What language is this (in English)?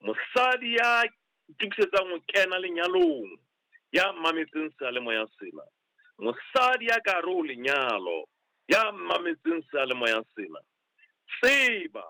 Southern Sotho